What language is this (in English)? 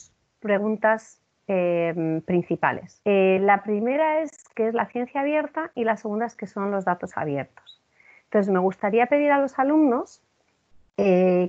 Spanish